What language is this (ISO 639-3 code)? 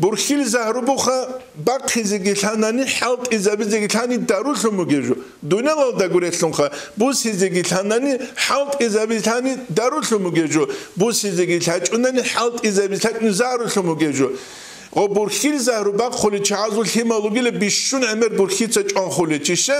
ava